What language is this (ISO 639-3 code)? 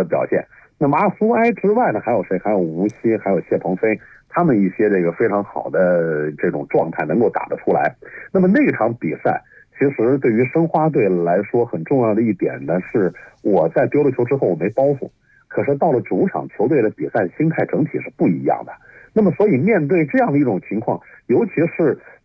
zho